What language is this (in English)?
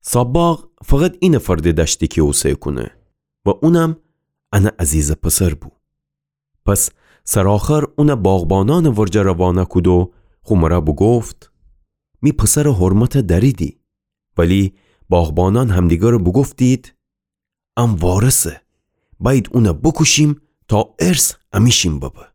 Gilaki